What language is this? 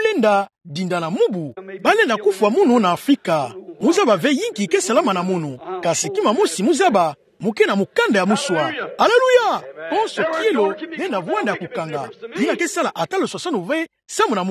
Kituba (Democratic Republic of Congo)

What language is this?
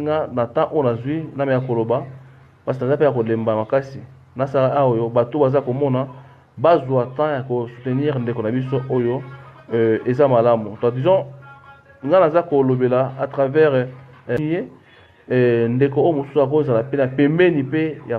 Lingala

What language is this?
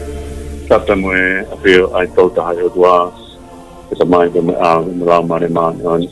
Tongan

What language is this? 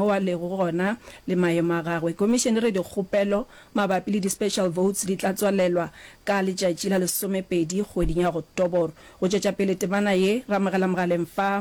Northern Sotho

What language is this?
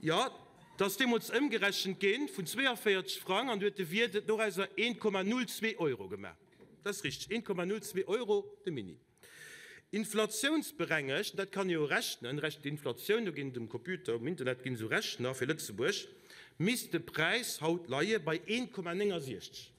Luxembourgish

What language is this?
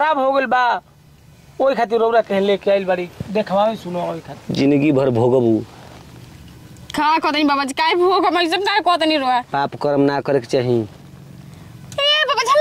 Bhojpuri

